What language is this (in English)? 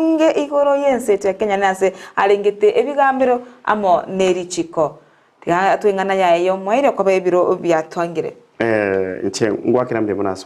Gusii